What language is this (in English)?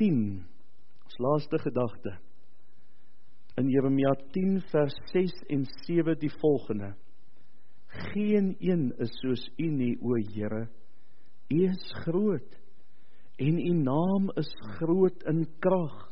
Afrikaans